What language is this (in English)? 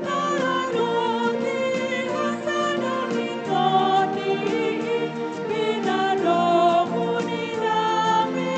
Batak Toba